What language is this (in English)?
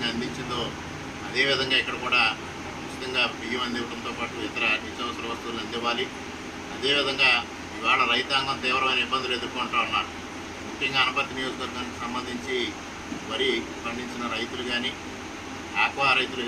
Telugu